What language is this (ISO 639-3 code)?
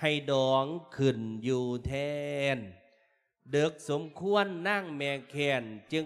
lao